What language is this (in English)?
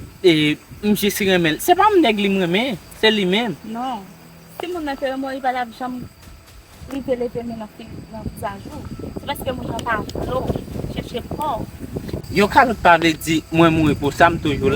Haitian Creole